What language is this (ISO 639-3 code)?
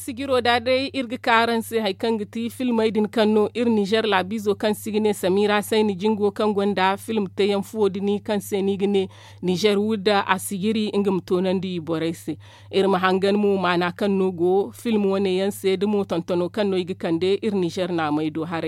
dje